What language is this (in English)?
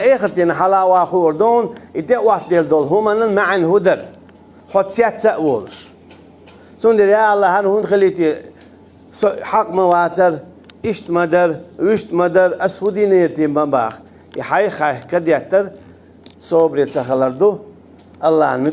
Chechen